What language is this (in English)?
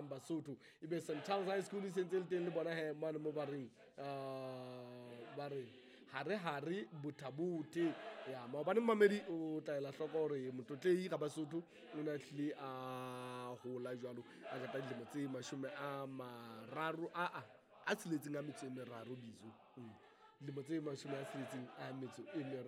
Southern Sotho